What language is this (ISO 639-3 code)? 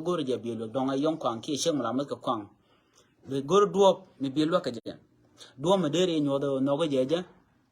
nus